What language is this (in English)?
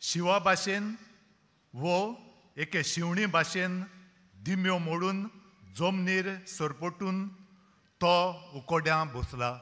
Konkani